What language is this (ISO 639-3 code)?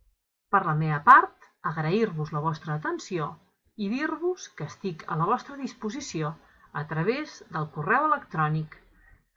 cat